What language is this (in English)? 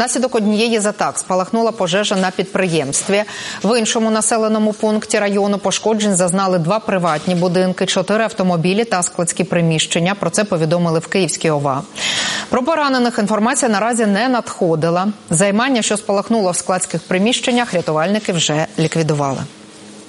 Ukrainian